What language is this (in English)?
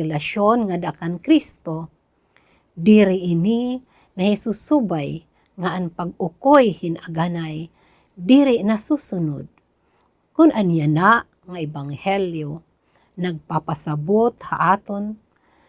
Waray